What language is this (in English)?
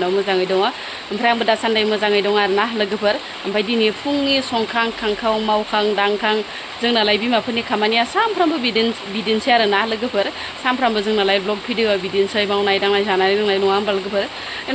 Bodo